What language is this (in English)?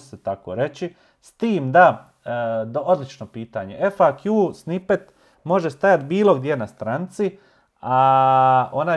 Serbian